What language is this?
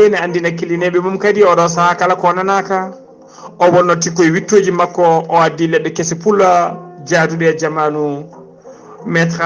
Fula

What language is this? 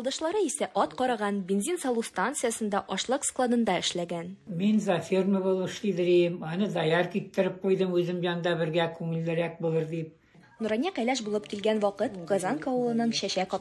Tatar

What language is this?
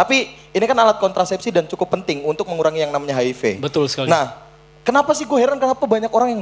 Indonesian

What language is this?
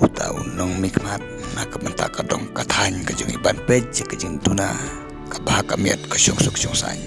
Khasi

